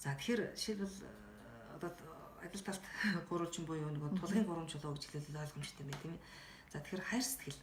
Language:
Mongolian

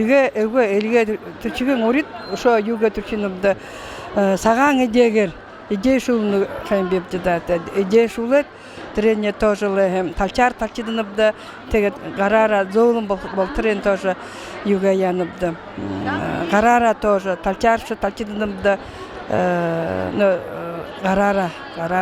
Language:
Buriat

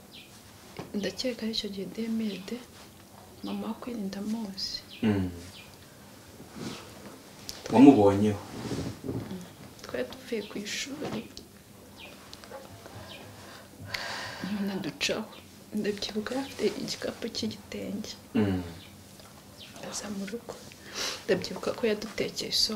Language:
Kinyarwanda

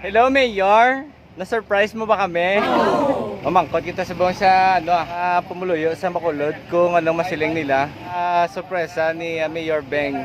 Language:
Hiligaynon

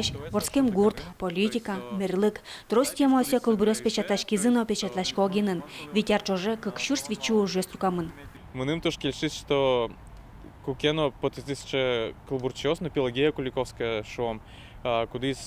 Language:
Udmurt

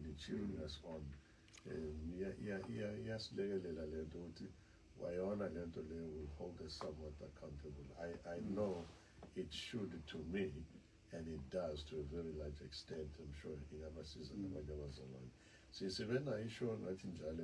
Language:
Zulu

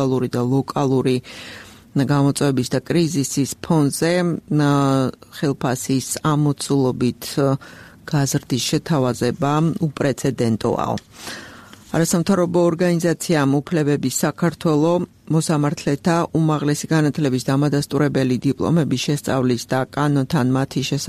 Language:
Georgian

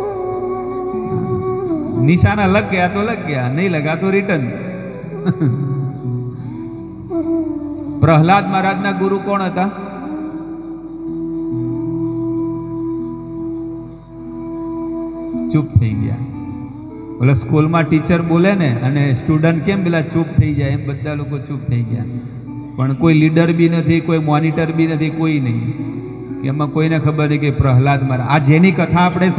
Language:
Gujarati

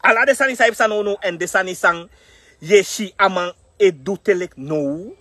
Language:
Sranan Tongo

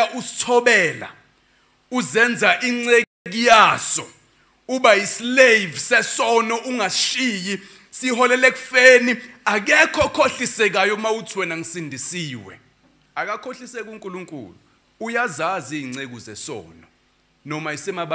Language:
Zulu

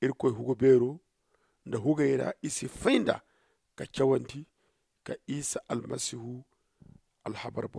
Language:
Zarma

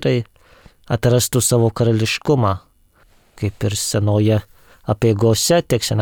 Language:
Lithuanian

